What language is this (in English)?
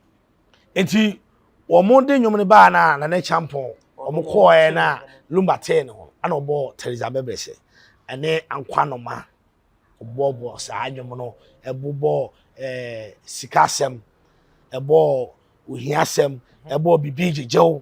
Akan